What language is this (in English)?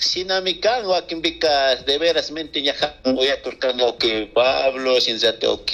Chimborazo Highland Quichua